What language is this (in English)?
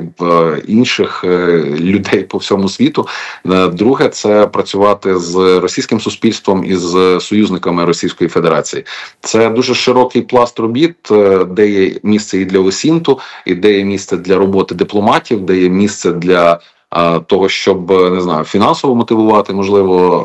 Ukrainian